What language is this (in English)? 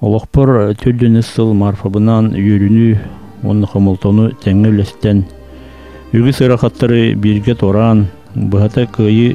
Yakut